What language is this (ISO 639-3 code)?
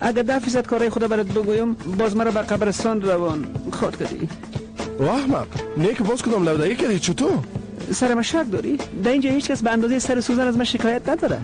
fas